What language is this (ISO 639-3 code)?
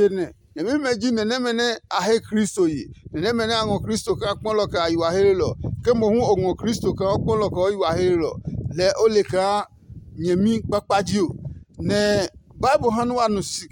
ada